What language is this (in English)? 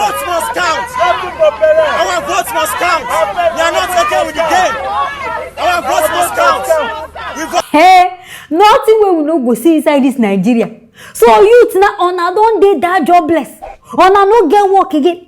Nigerian Pidgin